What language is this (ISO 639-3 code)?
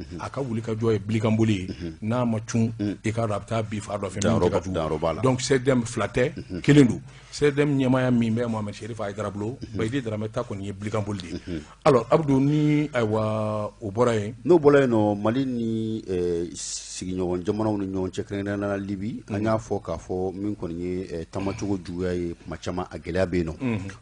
bam